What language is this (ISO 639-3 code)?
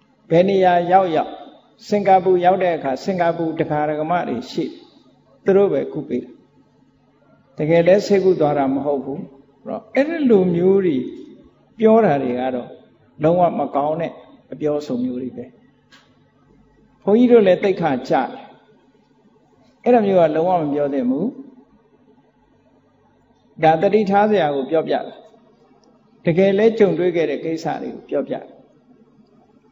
mya